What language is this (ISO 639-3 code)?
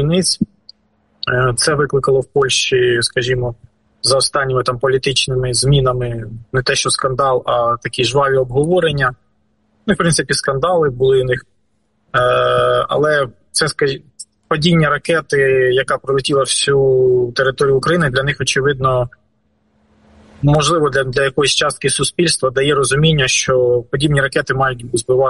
ukr